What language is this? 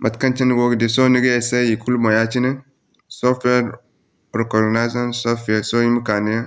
Zarma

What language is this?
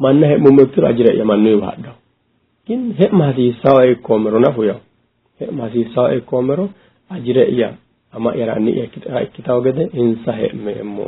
Sidamo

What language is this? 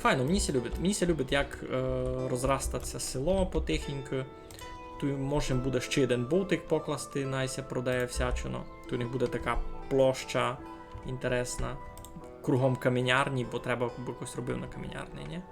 Rusyn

